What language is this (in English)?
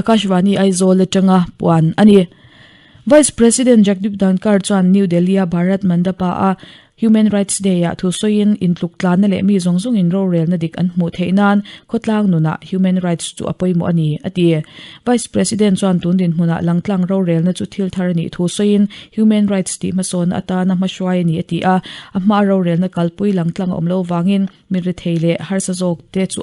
Mizo